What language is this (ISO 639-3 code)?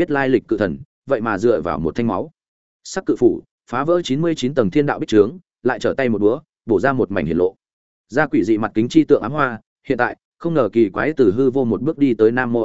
vie